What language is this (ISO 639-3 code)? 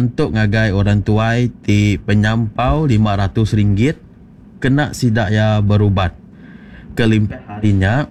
iba